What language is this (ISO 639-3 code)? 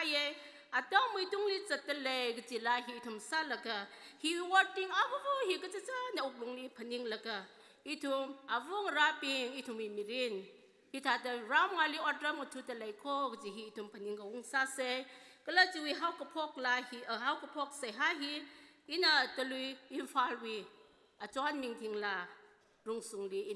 nmf